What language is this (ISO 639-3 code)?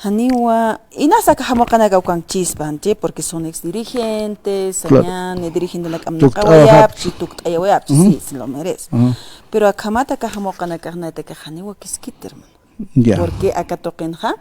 aym